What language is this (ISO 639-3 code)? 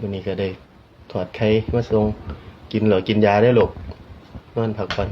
tts